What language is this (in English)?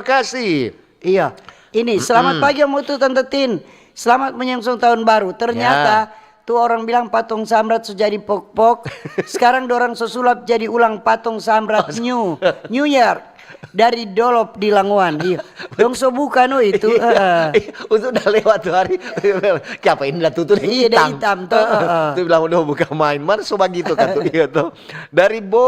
Manado Malay